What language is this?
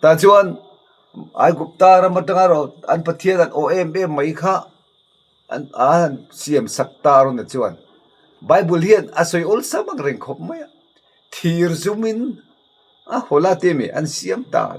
Mizo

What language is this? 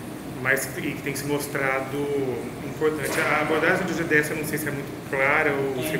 Portuguese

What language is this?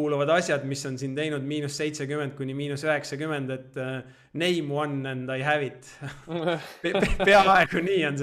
Estonian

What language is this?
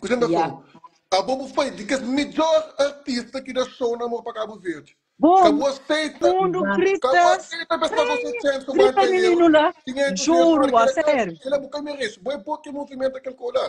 Kabuverdianu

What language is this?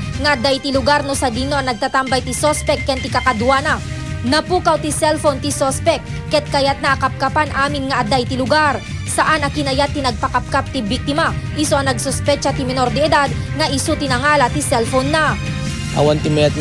Iloko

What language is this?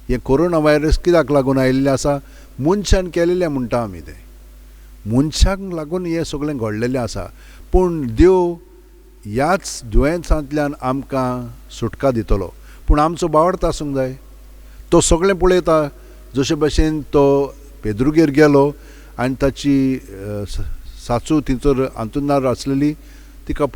Konkani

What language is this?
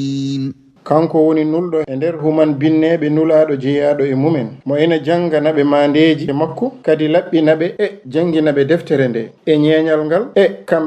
Fula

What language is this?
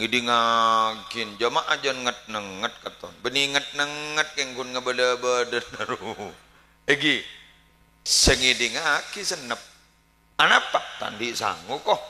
Madurese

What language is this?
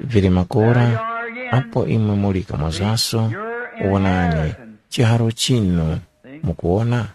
Tumbuka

